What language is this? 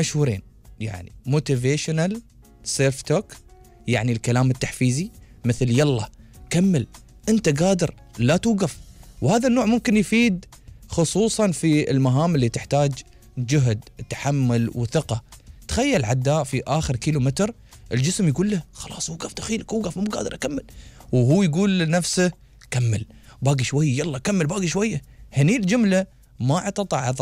Gulf Arabic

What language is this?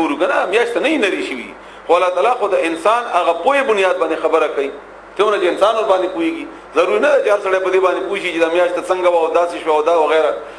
Pashto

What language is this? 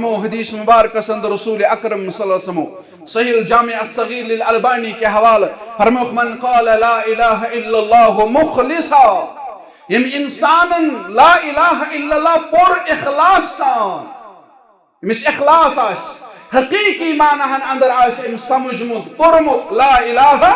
Kashmiri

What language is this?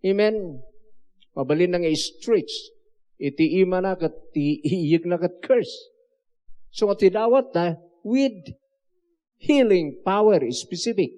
Iloko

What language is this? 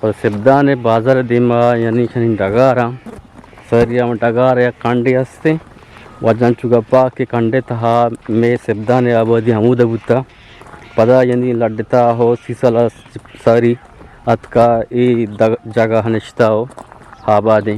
Eastern Balochi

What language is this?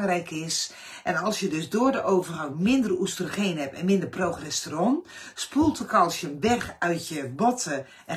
Dutch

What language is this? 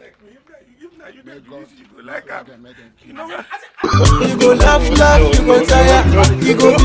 Nigerian Pidgin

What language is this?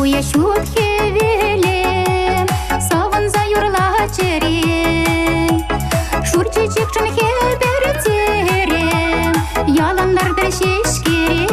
Chuvash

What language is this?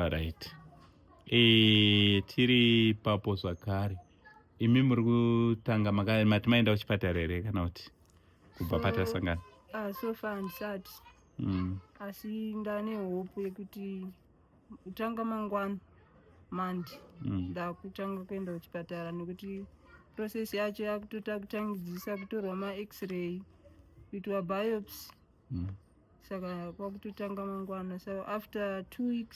Shona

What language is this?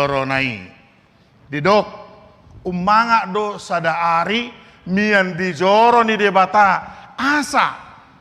Batak Toba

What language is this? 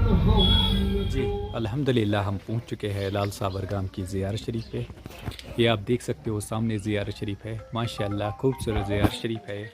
Kashmiri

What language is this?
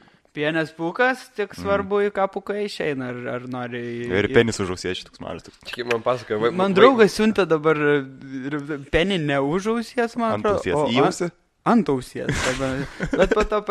Lithuanian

